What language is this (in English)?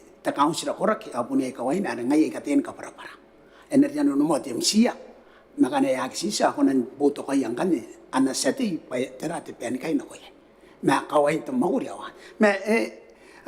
Gilbertese